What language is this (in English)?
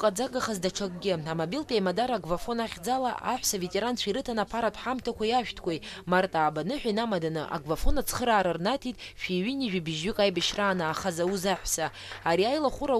Abkhazian